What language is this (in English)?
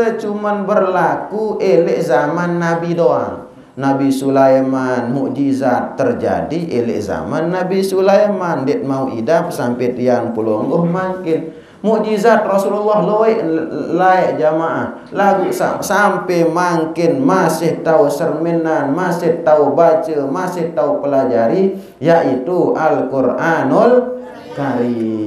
Sasak